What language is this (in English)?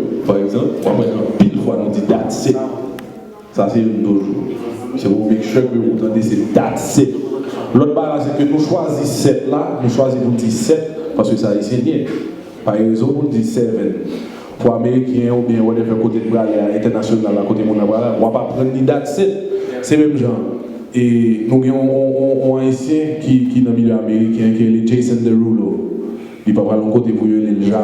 Haitian Creole